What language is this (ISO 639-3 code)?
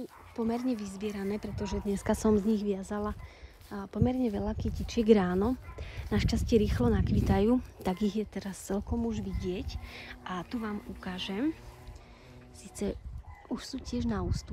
slk